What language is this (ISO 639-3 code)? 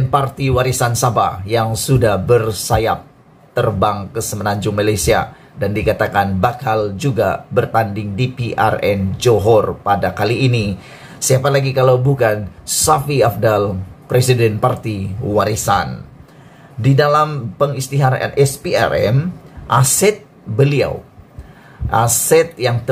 msa